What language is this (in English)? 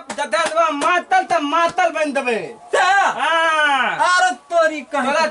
Maithili